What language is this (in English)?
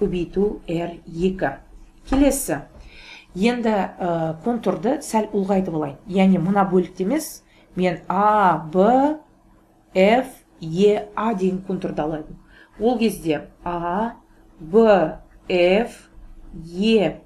Kazakh